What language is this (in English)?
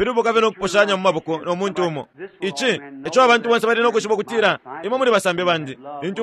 Bemba